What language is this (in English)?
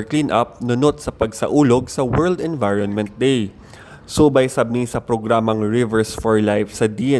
Cebuano